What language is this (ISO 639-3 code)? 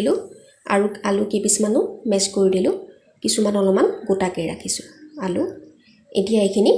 asm